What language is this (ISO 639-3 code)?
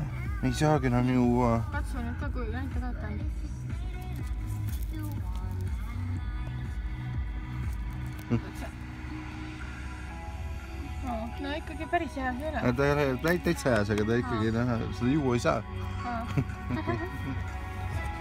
est